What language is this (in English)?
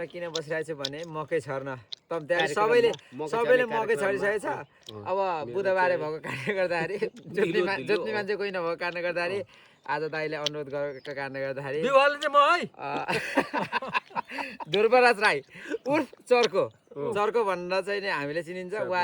Nepali